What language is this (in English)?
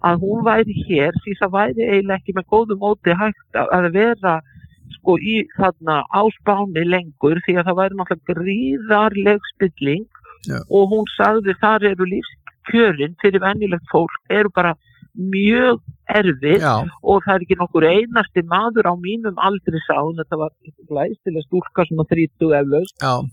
Icelandic